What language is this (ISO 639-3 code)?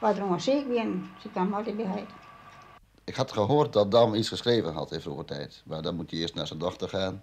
fry